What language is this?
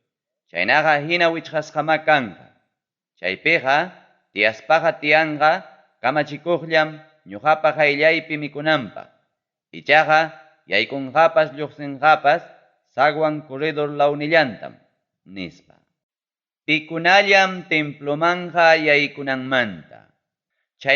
Ayacucho Quechua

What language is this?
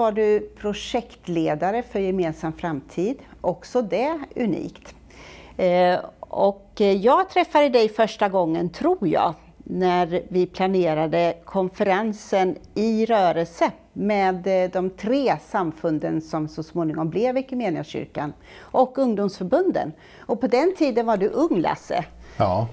Swedish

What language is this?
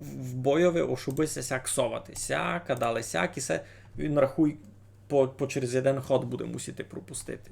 Rusyn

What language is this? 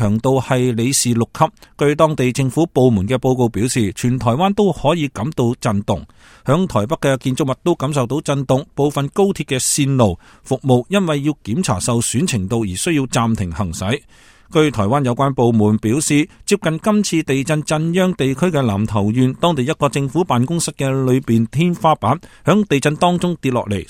Cantonese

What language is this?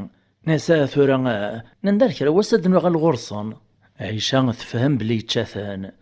Kabyle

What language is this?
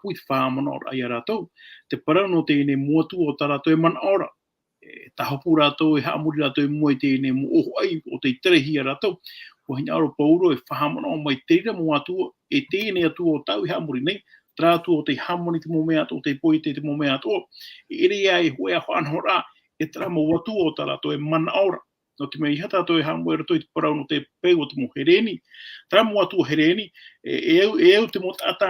Tahitian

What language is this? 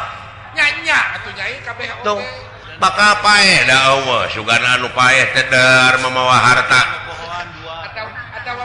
Sundanese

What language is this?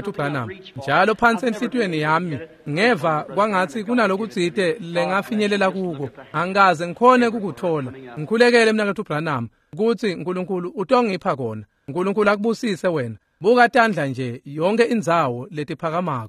Swati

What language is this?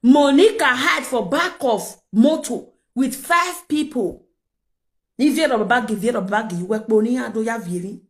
Nigerian Pidgin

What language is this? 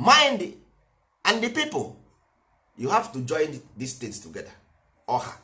Igbo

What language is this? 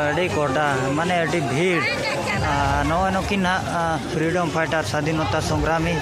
Santali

